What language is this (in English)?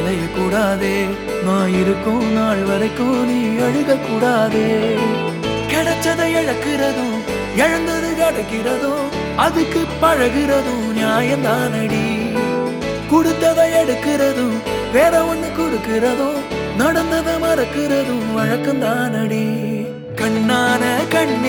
Tamil